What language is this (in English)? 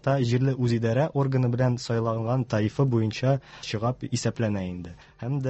Tatar